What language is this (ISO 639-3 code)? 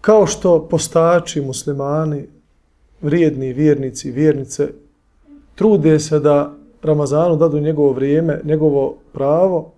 bos